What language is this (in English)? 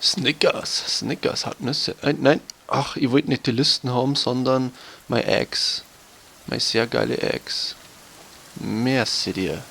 Bavarian